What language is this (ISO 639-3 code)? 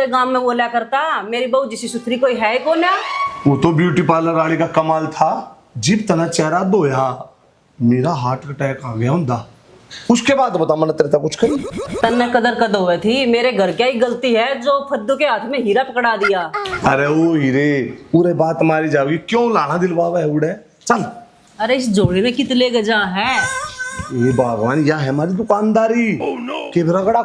bgc